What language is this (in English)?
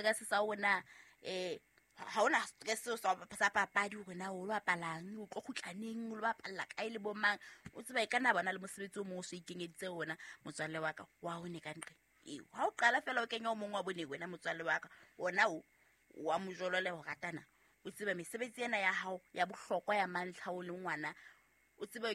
Southern Sotho